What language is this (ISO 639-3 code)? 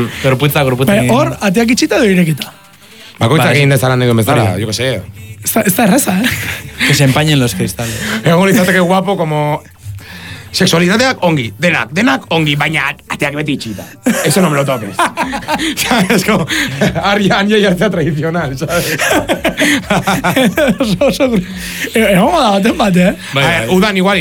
eus